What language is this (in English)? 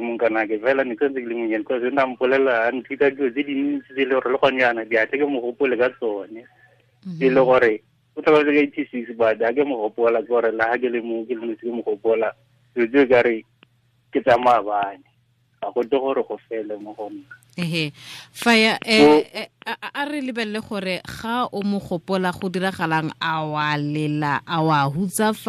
Tswana